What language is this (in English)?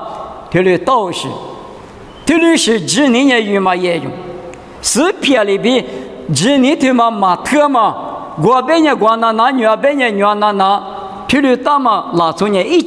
Lisu